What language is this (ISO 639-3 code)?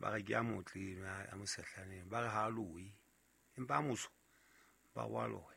sot